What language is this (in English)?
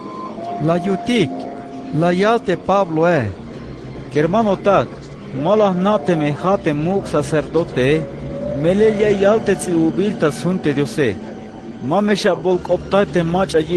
Tzeltal